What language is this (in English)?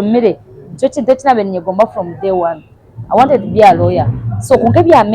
Nyankole